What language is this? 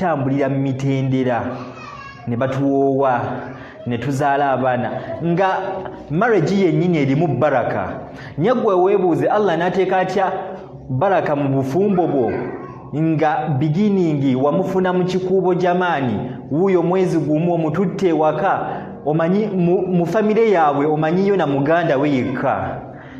Ganda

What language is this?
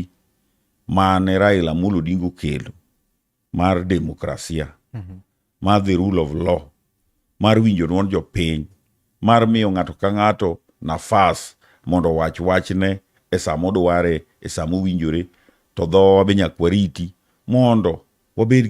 Luo (Kenya and Tanzania)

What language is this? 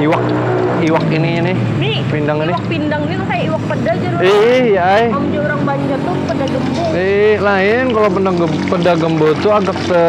Banjar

